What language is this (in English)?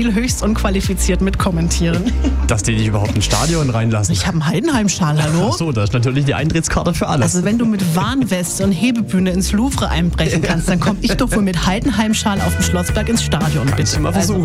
German